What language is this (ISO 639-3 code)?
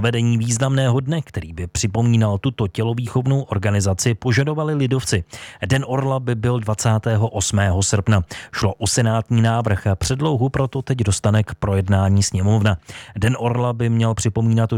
ces